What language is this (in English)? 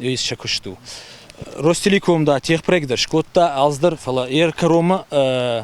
Ossetic